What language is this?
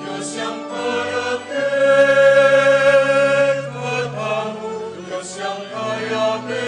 Pampanga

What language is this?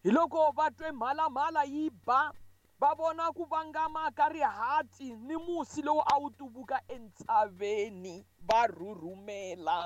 Tsonga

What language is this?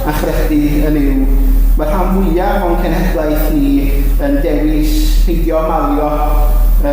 Welsh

